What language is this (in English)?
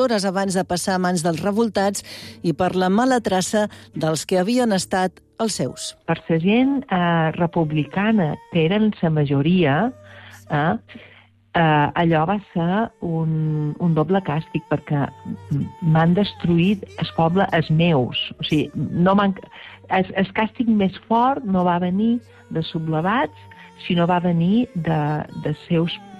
Catalan